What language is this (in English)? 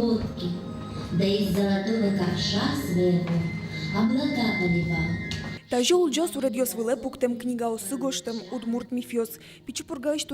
Udmurt